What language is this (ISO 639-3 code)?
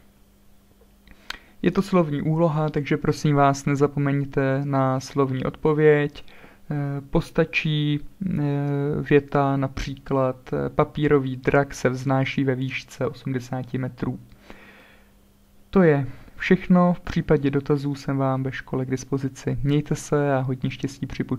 ces